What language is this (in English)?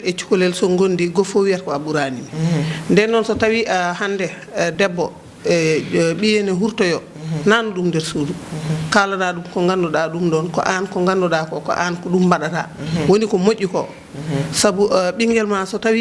Fula